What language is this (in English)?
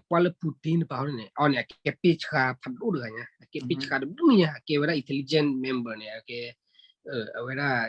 S'gaw Karen